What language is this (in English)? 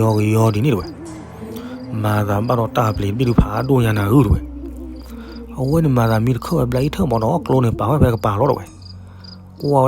S'gaw Karen